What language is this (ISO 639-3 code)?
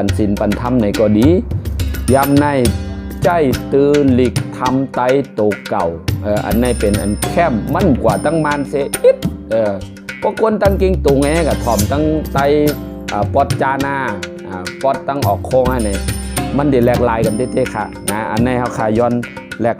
shn